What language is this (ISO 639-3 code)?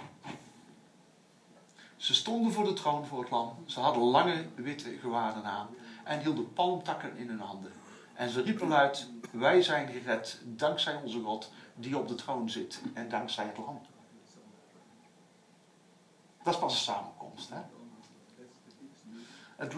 nld